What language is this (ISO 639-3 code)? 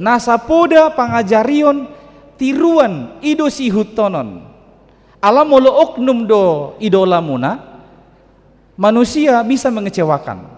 bbc